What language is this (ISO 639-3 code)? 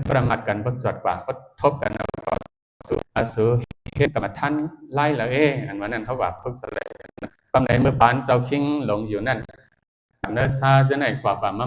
shn